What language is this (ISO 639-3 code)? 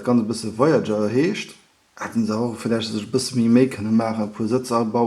ltz